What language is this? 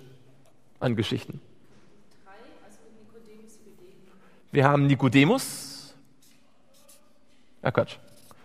German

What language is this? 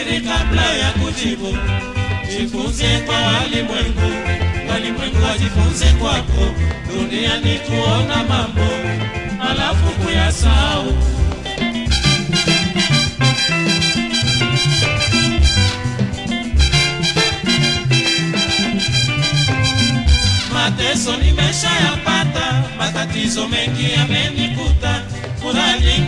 Swahili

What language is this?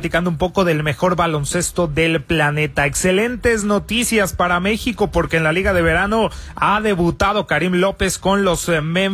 Spanish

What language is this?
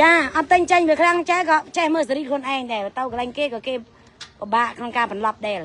Khmer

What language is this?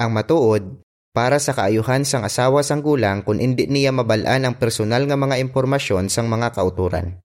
Hiligaynon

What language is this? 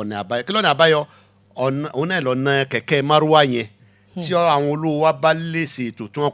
Yoruba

